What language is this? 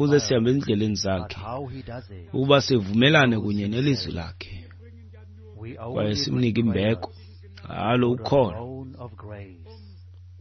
Xhosa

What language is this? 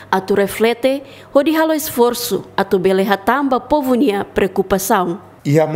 Tetum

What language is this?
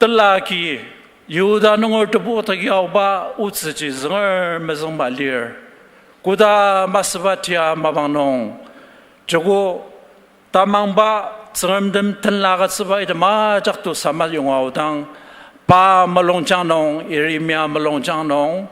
Ao Naga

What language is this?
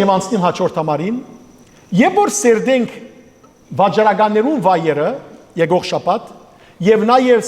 Western Armenian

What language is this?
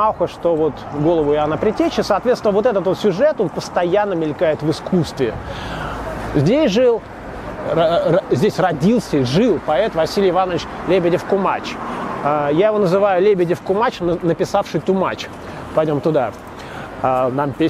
Russian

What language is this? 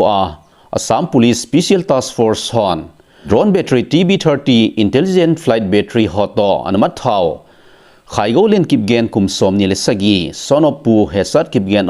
Thado Chin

